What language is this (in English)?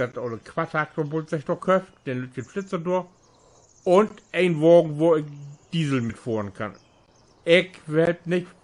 Low German